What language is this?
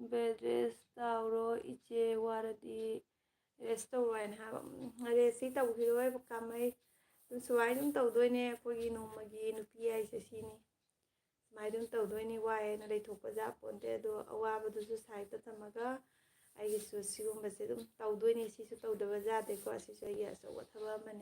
Manipuri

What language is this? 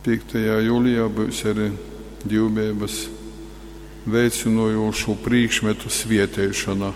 Latgalian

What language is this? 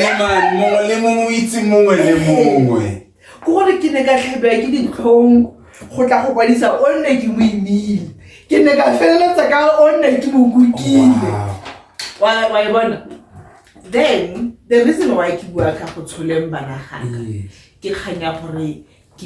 Tswana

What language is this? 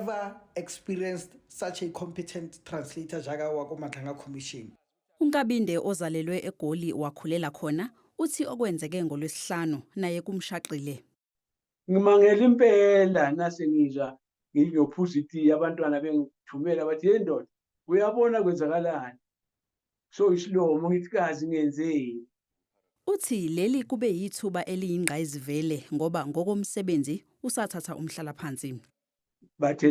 Zulu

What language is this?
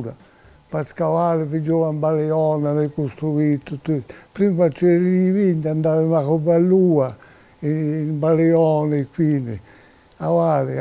Corsican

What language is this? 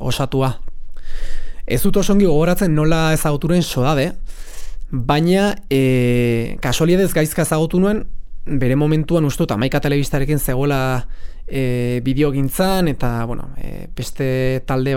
Basque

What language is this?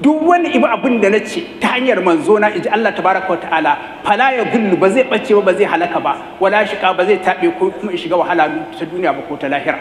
Hausa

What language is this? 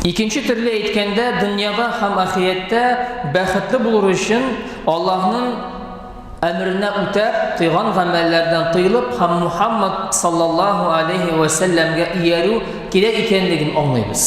Tatar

